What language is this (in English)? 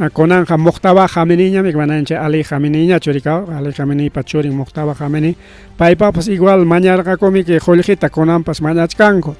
Ayacucho Quechua